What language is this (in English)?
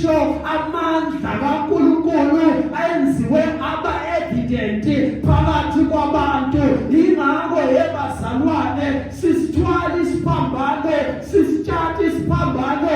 Zulu